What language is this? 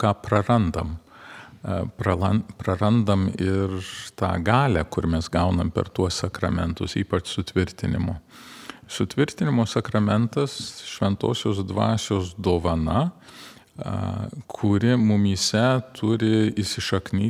Lithuanian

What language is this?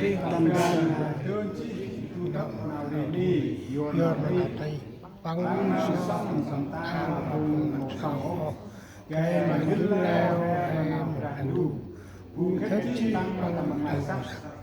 Central Mnong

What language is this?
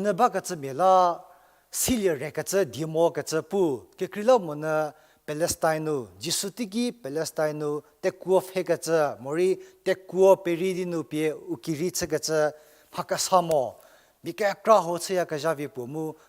Angami Naga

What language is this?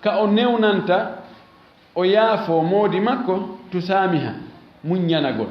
Fula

